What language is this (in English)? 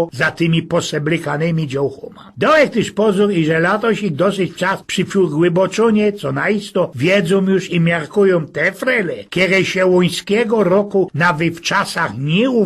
Silesian